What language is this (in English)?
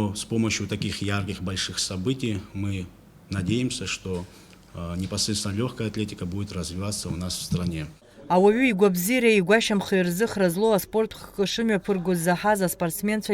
Abkhazian